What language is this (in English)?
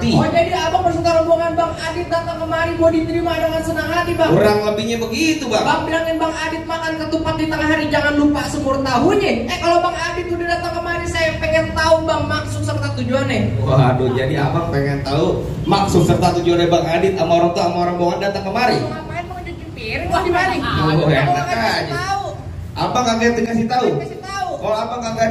Betawi